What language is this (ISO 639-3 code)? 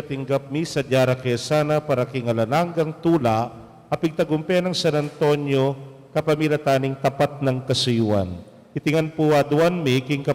pam